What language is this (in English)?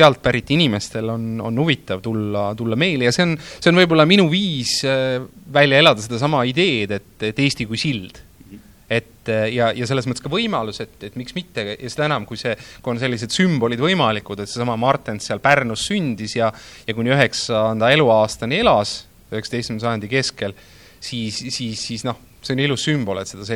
Estonian